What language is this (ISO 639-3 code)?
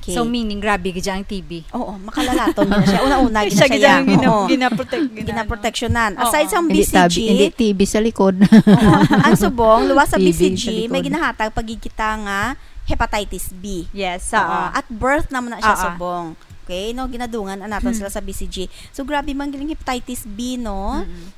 hil